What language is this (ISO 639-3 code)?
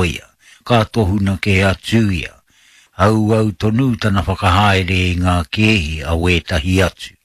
mri